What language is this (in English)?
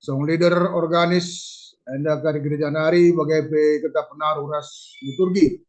Batak Karo